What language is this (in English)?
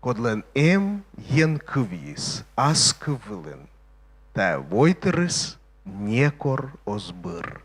Komi